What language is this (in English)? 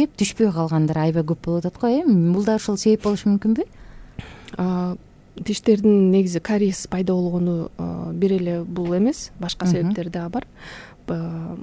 Kyrgyz